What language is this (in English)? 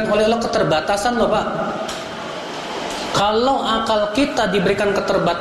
Indonesian